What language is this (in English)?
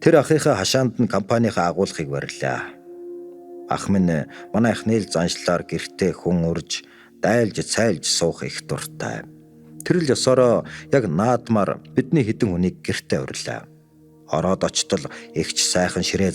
Mongolian